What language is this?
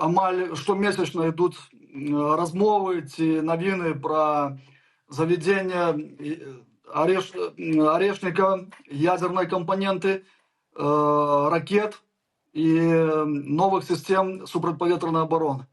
Belarusian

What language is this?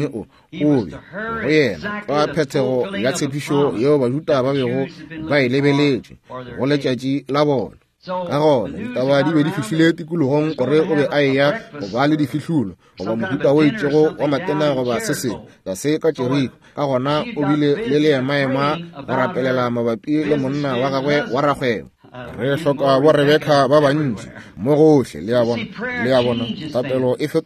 Northern Sotho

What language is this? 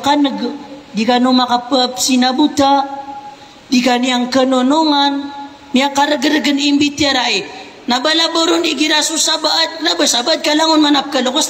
Maranao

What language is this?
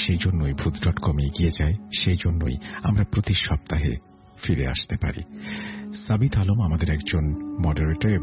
Bangla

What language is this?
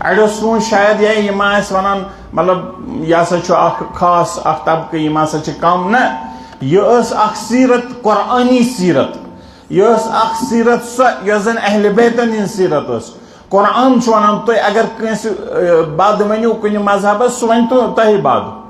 Kashmiri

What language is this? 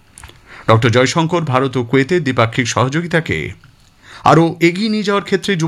Bangla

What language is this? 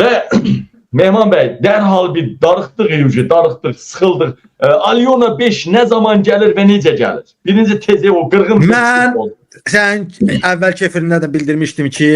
Azerbaijani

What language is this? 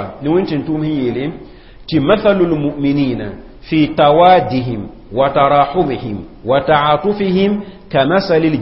Mossi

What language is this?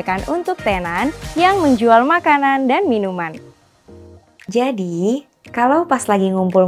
Indonesian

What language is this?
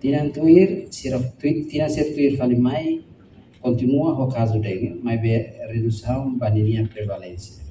Tetum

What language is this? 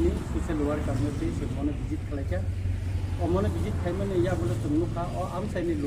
Kok Borok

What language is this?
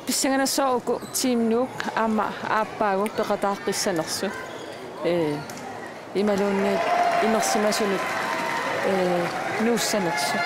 Kalaallisut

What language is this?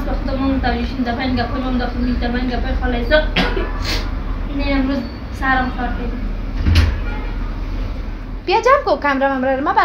Persian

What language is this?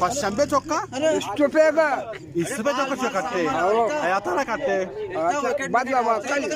Eastern Balochi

